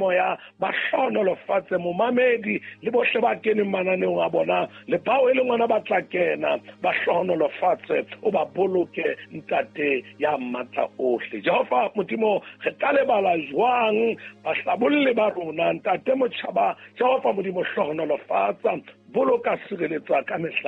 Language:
Southern Sotho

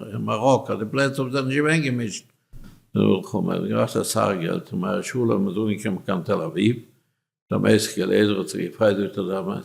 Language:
Yiddish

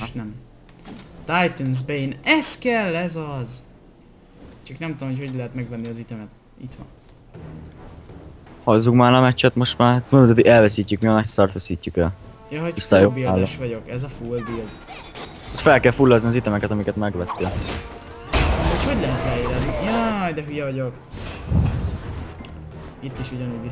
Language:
Hungarian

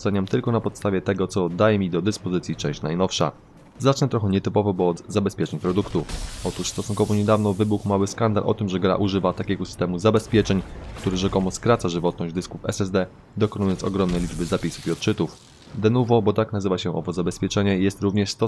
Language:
Polish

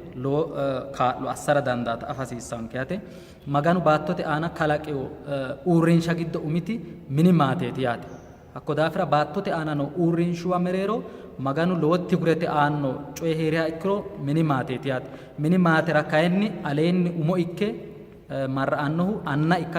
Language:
Sidamo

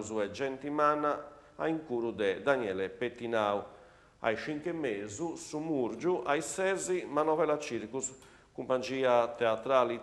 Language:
Sardinian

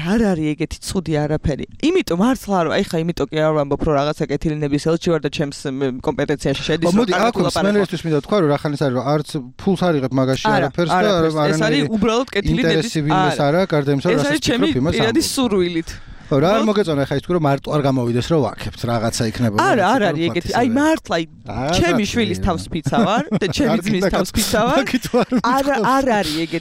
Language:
Georgian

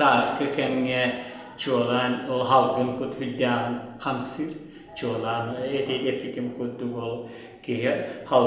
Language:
Yakut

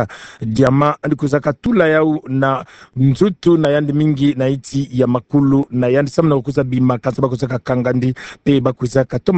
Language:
Kituba (Democratic Republic of Congo)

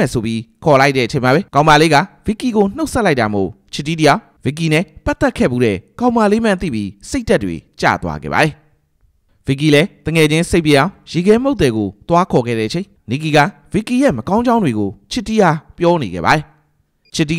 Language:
Burmese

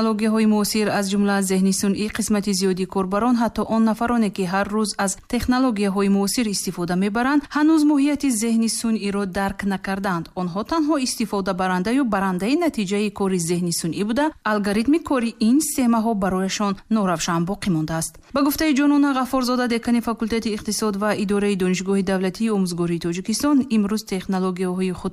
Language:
Tajik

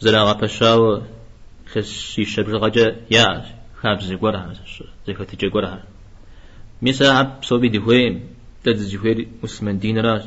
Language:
Kabardian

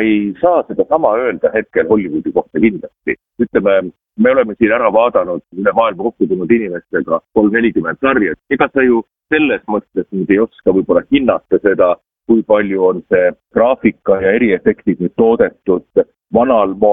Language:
Estonian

